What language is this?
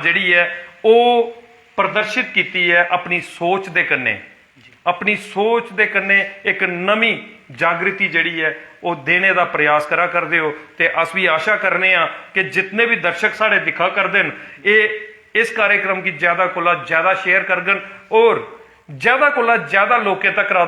Dogri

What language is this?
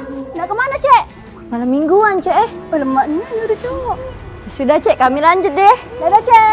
Musi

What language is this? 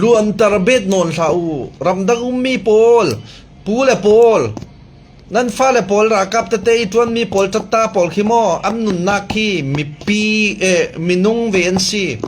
Falam Chin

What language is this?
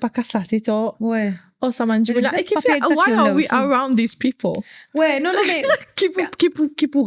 Morisyen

